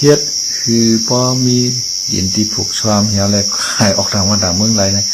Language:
Shan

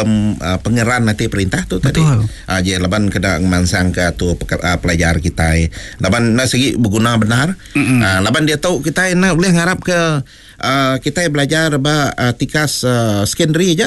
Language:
Iban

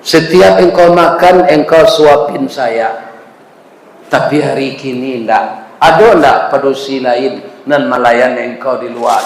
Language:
Minangkabau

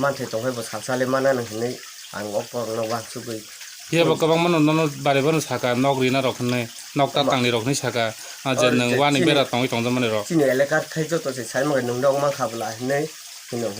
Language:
Kok Borok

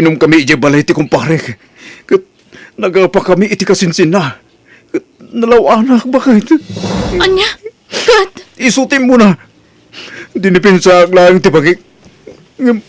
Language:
Iloko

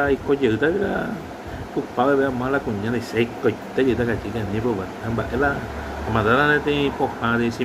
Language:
Guarani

